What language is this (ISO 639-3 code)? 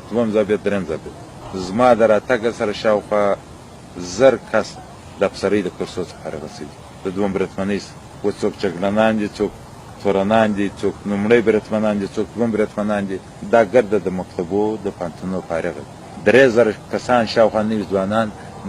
pus